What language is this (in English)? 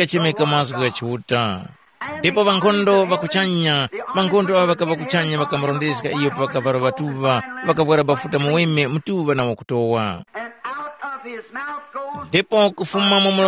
Tumbuka